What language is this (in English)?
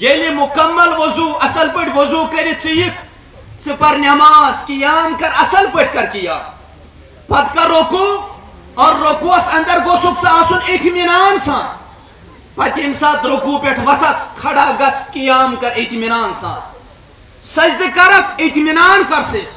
Kashmiri